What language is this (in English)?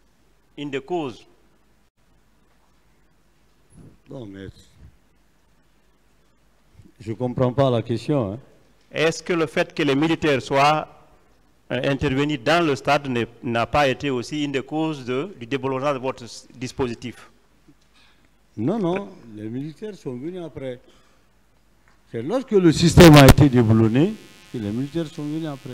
French